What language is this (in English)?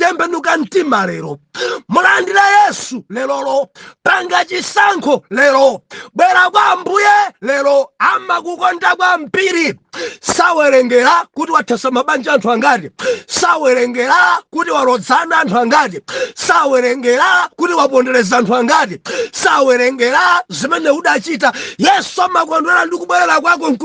Nyanja